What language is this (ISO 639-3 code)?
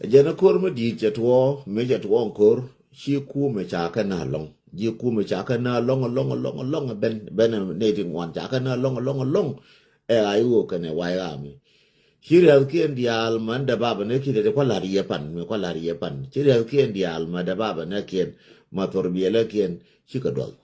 nus